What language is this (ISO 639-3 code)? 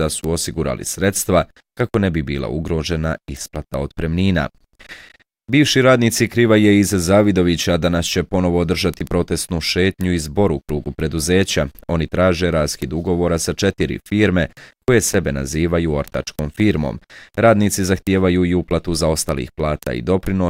bos